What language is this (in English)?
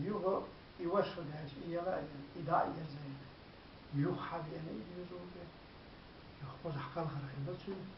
Chechen